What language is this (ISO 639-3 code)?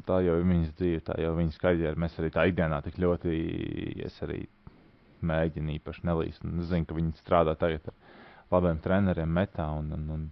lav